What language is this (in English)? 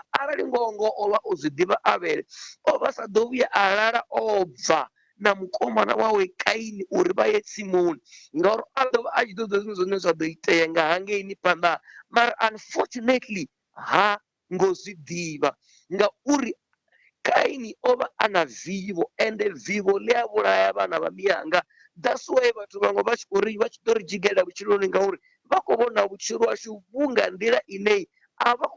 Venda